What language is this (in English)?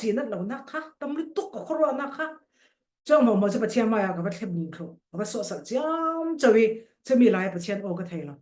Falam Chin